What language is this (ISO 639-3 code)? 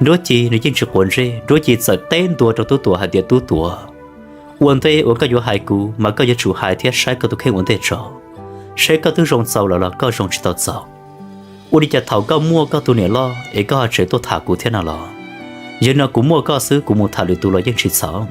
hmn